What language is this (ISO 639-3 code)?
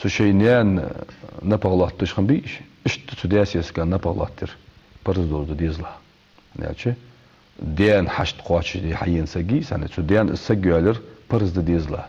inh